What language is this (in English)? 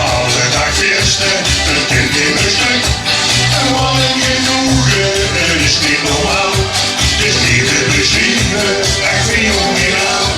Limburgish